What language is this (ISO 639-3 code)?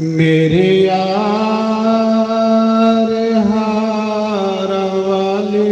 doi